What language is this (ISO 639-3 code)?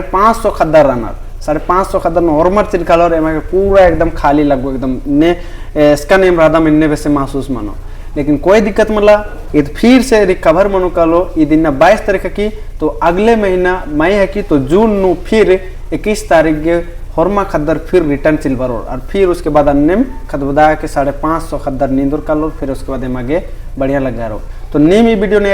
kru